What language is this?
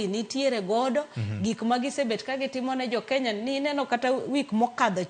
Luo (Kenya and Tanzania)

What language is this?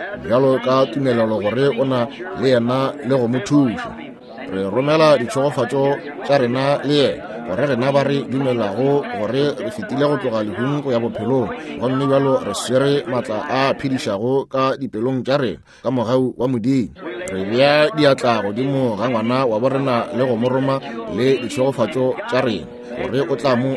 Northern Sotho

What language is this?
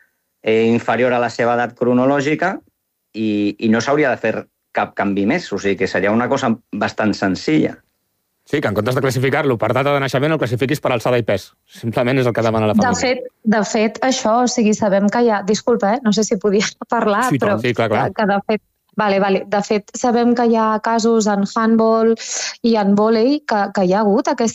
Catalan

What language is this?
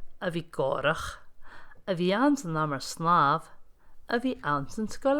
Scottish Gaelic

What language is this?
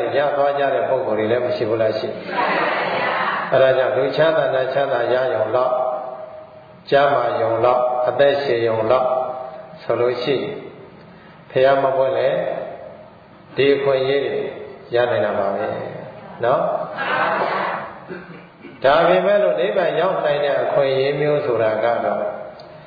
Burmese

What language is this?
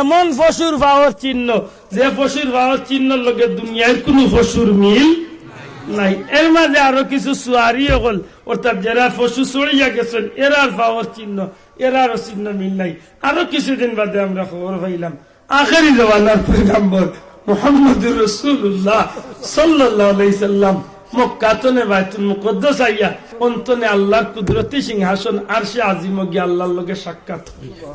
Sylheti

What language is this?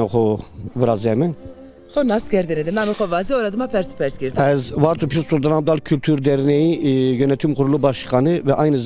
Zaza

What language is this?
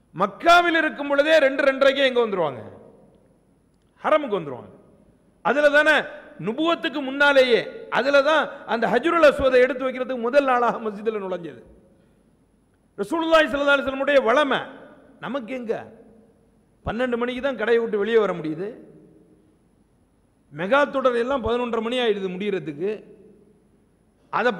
Tamil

